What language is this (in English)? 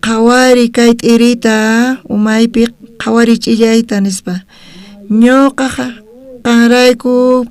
South Bolivian Quechua